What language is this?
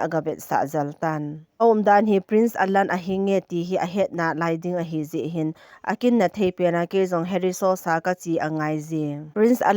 Thado Chin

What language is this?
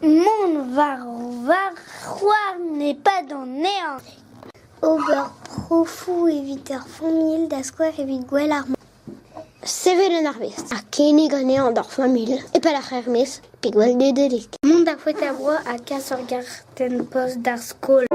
Breton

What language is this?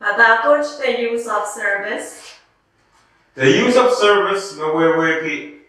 Pohnpeian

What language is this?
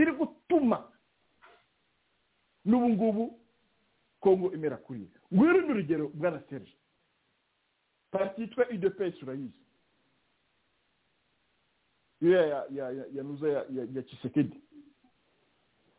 Kinyarwanda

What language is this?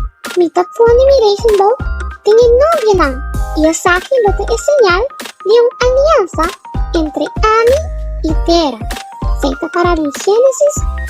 Papiamento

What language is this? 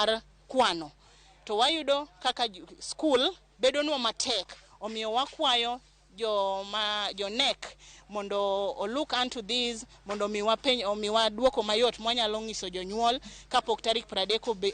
Luo (Kenya and Tanzania)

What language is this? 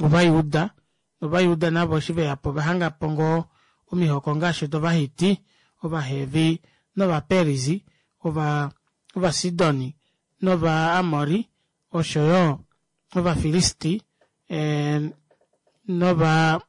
Kuanyama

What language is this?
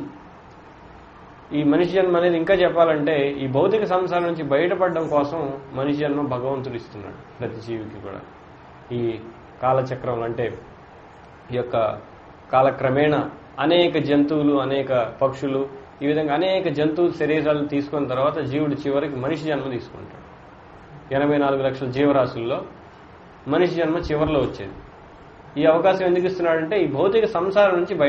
Telugu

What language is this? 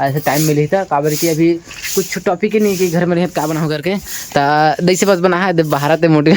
Chhattisgarhi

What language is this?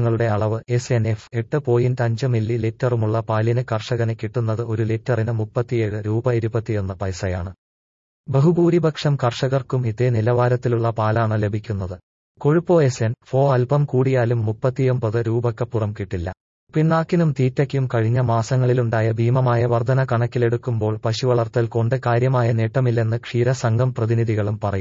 Malayalam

